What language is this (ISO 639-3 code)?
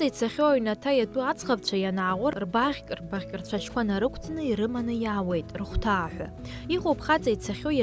abk